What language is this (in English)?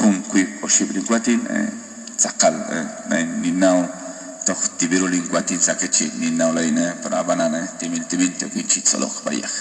Kekchí